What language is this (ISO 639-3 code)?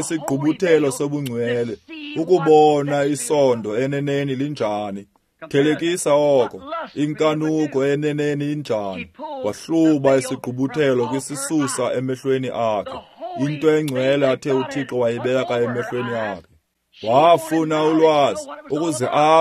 xho